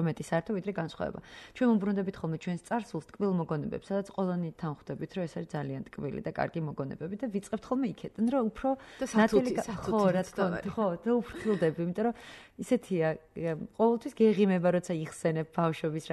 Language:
Georgian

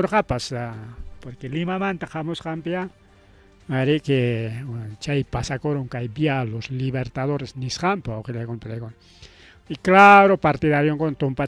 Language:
Ayacucho Quechua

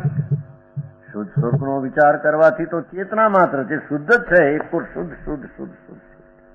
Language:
Gujarati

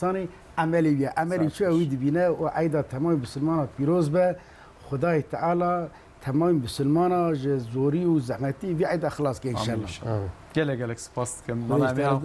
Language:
Kurdish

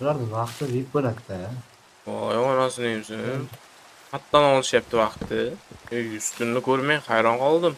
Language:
Uzbek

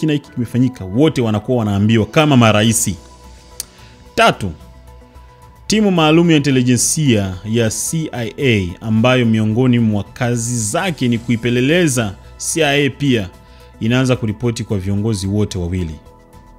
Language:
Swahili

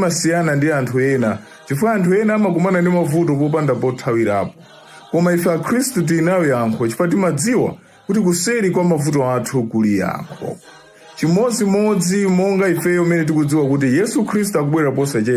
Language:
Nyanja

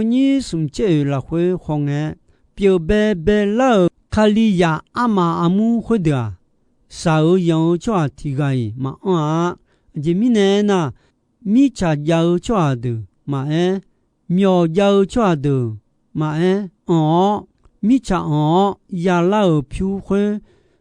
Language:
Akha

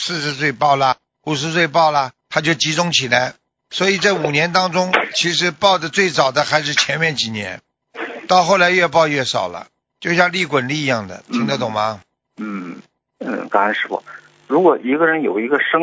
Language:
Chinese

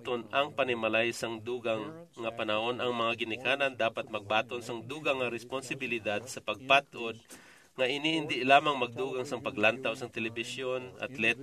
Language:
Hiligaynon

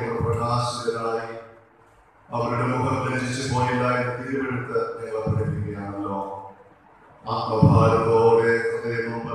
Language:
Malayalam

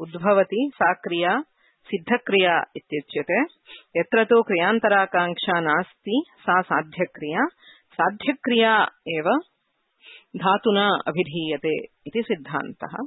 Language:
Sanskrit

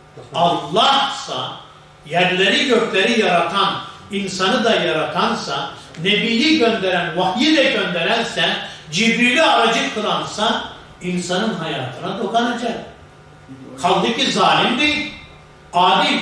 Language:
Turkish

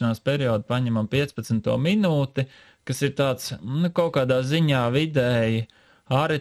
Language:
Latvian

